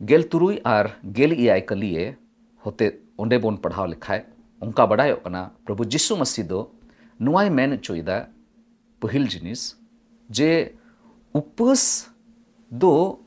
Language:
Santali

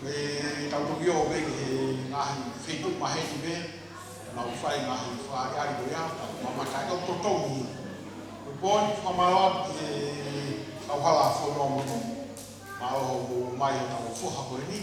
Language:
Tongan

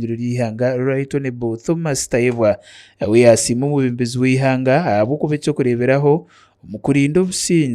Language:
Nyankole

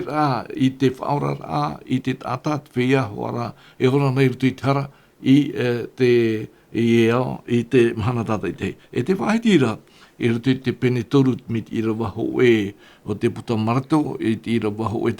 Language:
Tahitian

